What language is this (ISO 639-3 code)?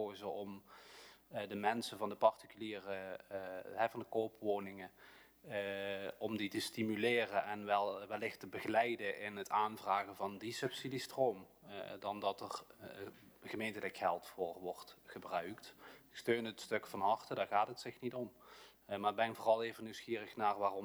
nld